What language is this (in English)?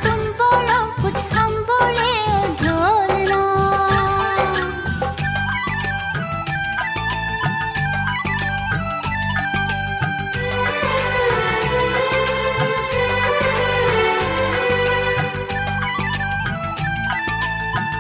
Hindi